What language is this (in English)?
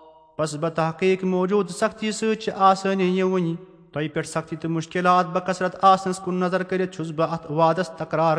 Kashmiri